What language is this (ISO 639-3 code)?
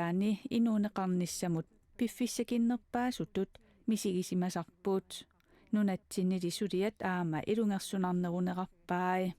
kal